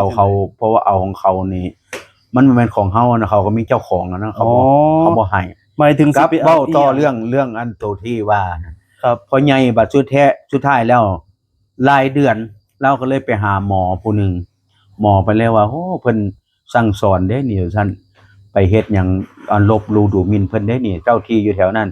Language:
Northeastern Thai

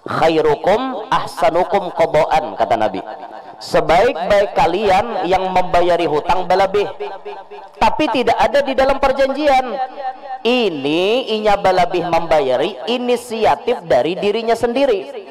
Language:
Banjar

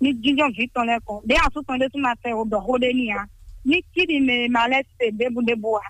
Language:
Fon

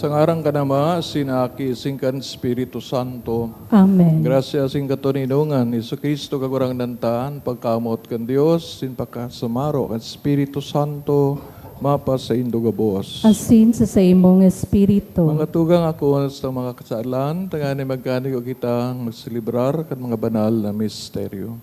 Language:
Bikol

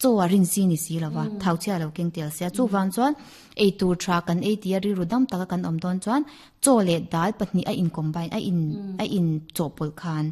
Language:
Mizo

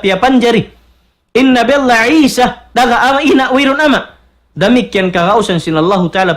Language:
Tausug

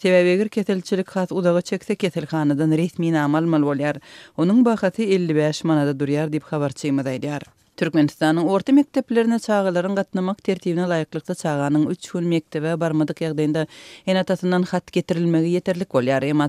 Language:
Turkmen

